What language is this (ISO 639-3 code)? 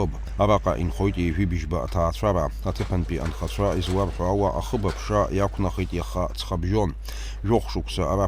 abk